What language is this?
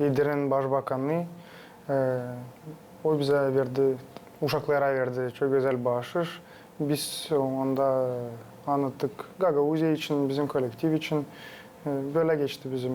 Gagauz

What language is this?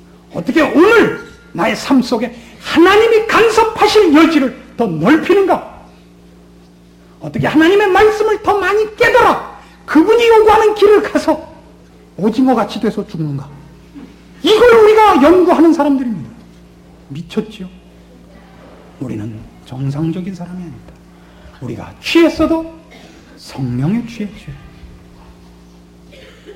Korean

